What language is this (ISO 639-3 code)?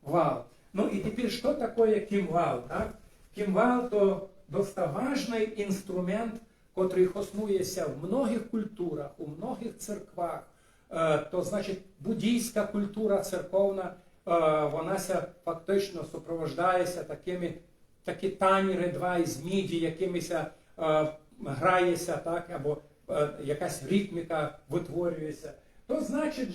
rue